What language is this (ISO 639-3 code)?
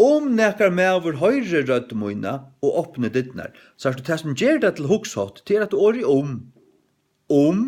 fao